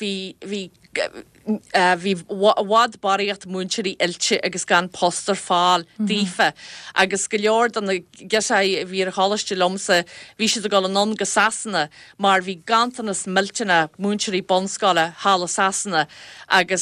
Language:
Irish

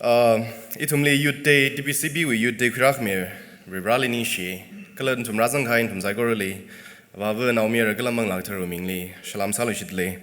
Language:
Tangkhul Naga (India)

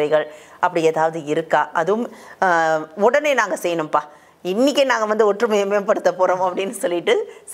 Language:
Tamil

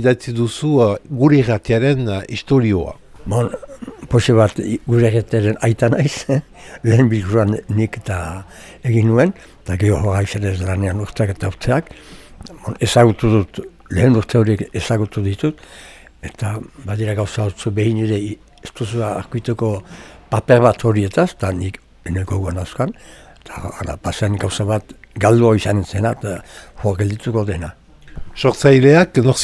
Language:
Basque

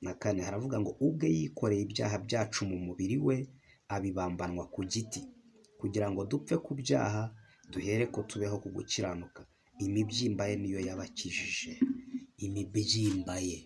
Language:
Kinyarwanda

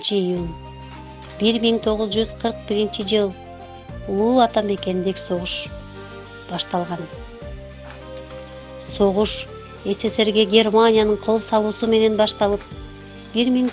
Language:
Kyrgyz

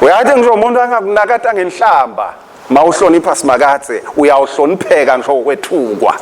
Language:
Swati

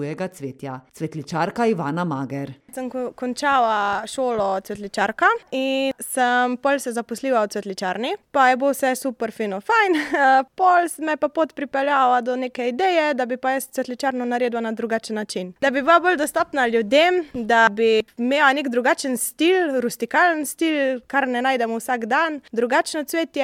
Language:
Slovenian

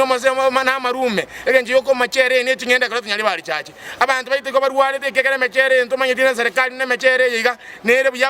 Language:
Gusii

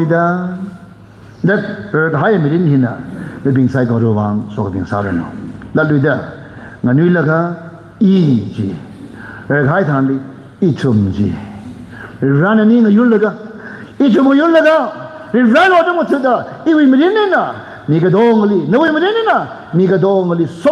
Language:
Tangkhul Naga (India)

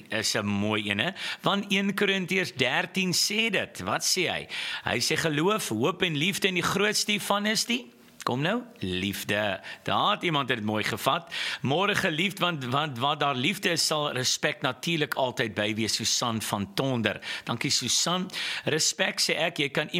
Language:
Afrikaans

